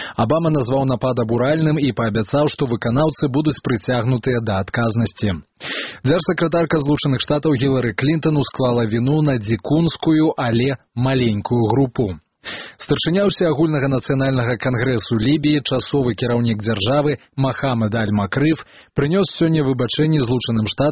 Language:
Belarusian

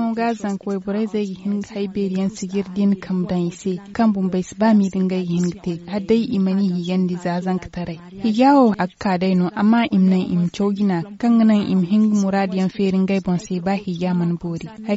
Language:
Zarma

